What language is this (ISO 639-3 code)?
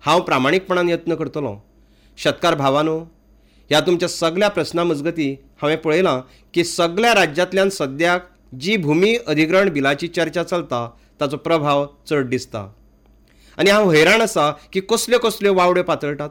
kok